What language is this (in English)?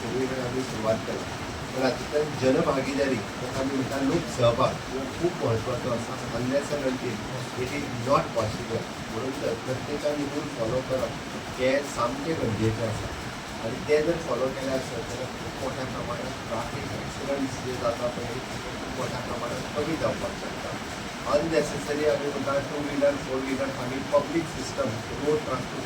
Konkani